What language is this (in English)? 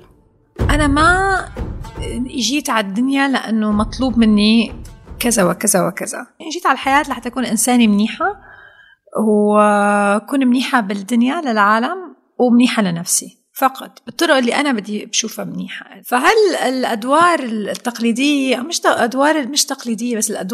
North Levantine Arabic